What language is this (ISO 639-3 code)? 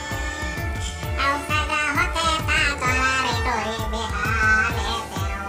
hne